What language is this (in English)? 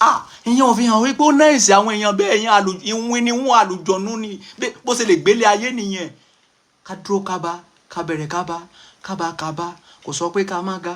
Yoruba